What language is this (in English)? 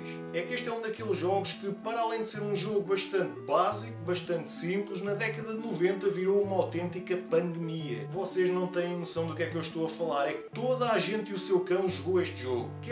Portuguese